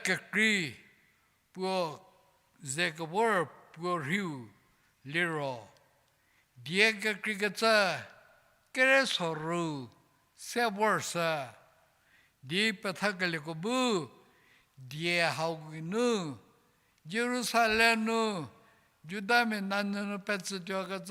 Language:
Angami Naga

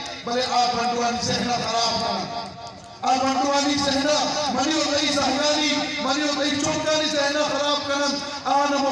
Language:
Eastern Balochi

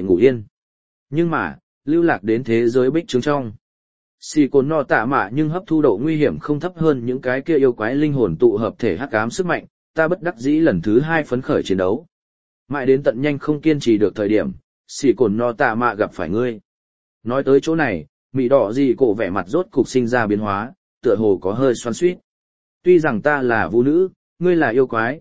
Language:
Vietnamese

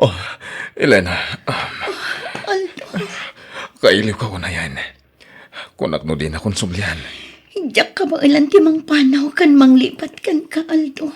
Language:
Iloko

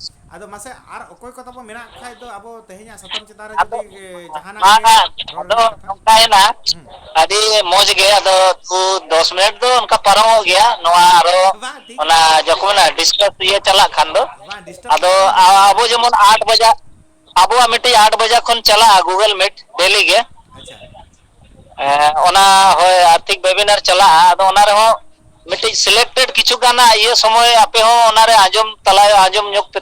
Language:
Santali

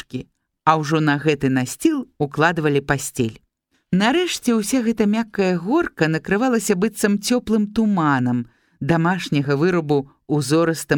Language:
Belarusian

